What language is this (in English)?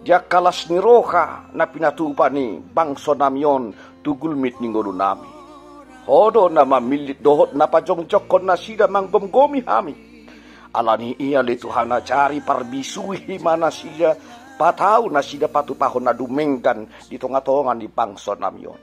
Batak Toba